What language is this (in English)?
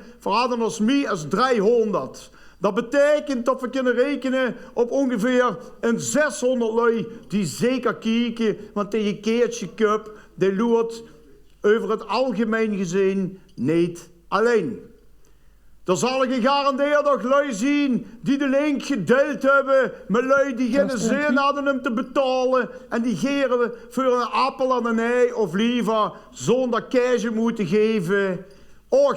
Limburgish